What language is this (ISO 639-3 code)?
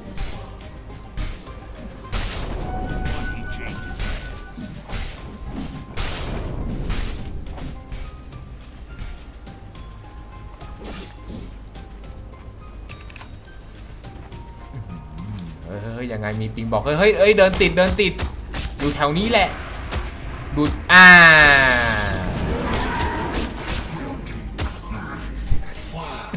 tha